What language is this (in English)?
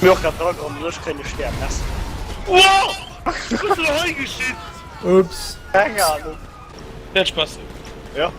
Luxembourgish